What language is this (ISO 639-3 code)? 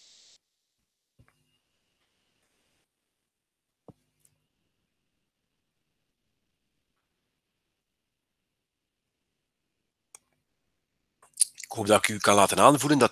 nld